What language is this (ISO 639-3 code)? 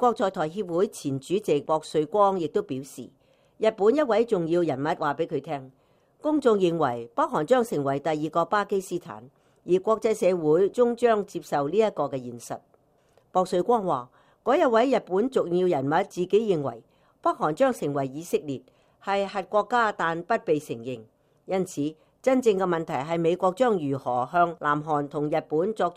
yue